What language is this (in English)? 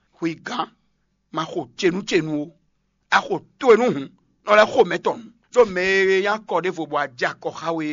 Fon